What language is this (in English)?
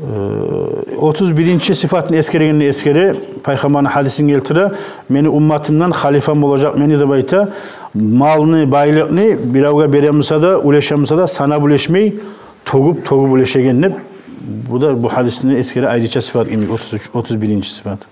Kumyk